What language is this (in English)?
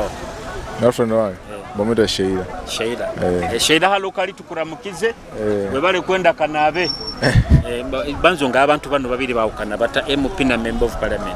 Nyoro